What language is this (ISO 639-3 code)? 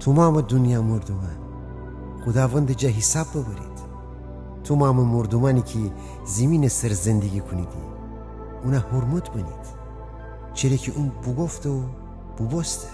glk